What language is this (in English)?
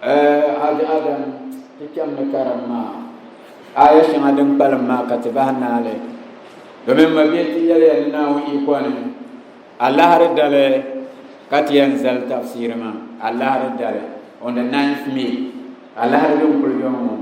Dagbani